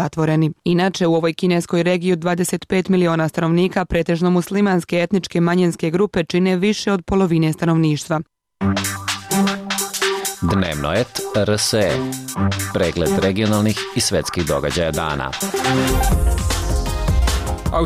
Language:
Serbian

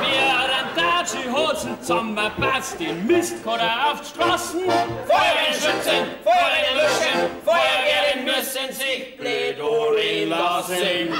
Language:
Bavarian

